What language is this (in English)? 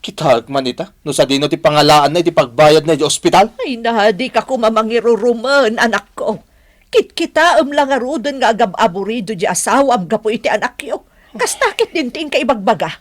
Iloko